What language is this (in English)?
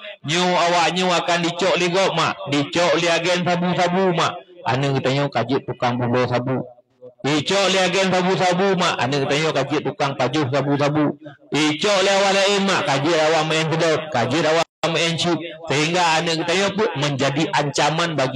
Achinese